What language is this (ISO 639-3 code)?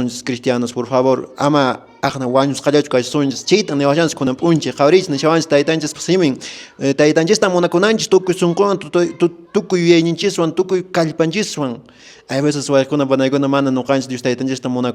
que